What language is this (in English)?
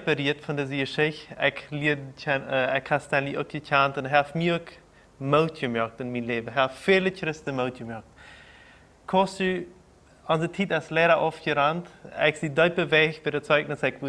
Plautdietsch